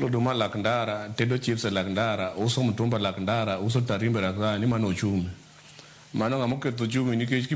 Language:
Luo (Kenya and Tanzania)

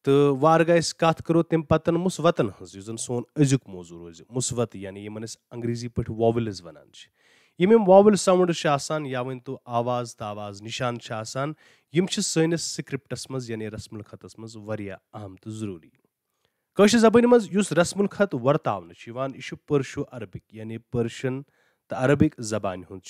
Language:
Kashmiri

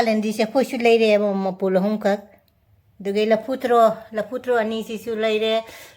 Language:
Manipuri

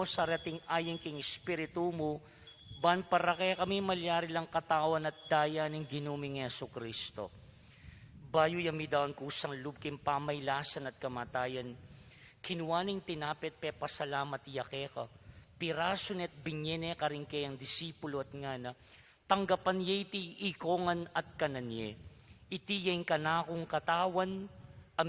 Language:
Pampanga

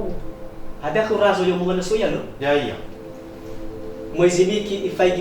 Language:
Nias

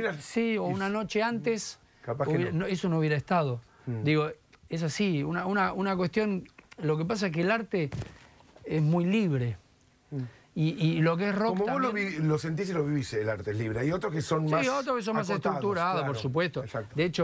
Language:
Spanish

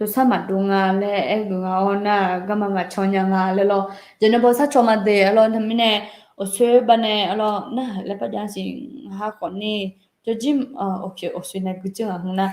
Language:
Akha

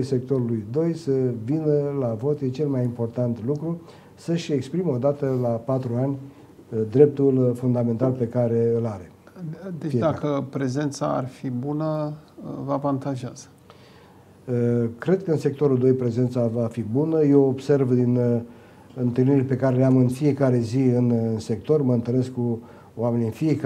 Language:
Romanian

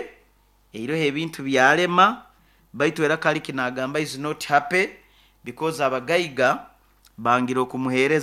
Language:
Nyoro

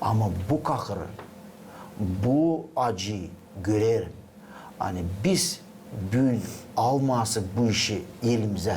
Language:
Gagauz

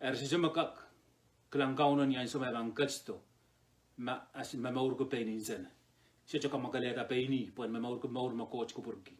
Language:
Pohnpeian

